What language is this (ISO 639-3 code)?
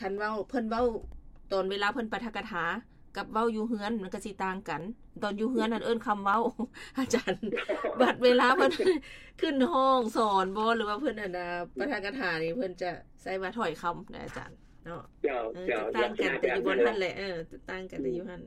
lao